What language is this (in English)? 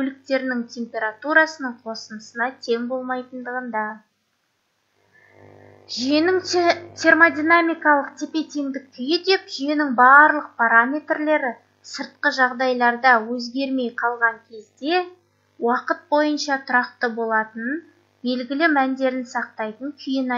Kazakh